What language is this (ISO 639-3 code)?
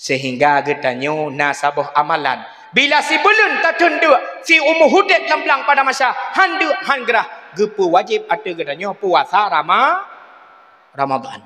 ace